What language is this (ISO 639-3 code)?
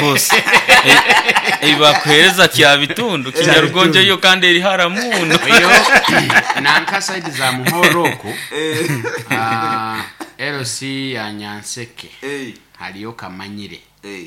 nyo